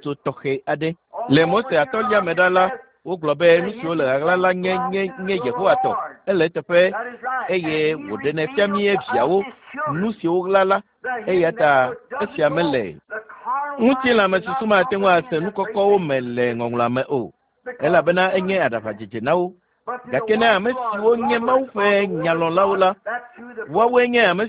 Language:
Ewe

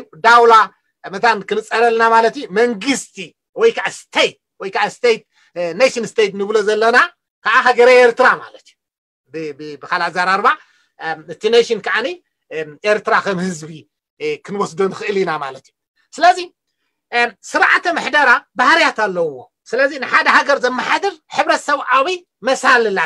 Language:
Tigrinya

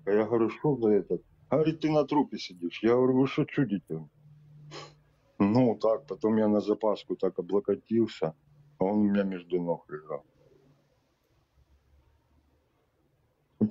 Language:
Russian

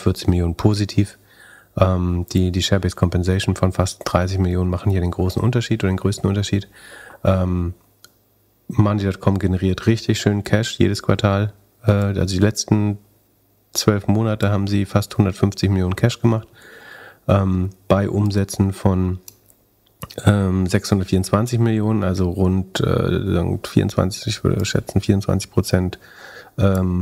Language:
German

